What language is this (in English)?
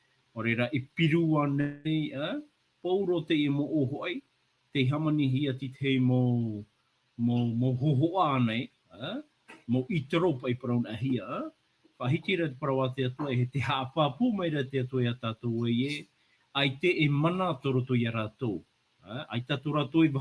Tahitian